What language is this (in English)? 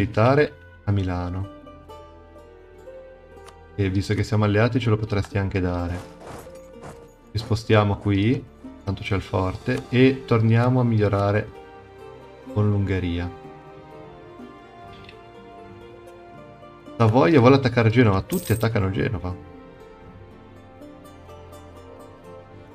Italian